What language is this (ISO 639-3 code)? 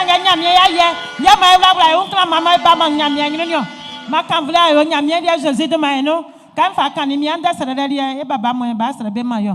bci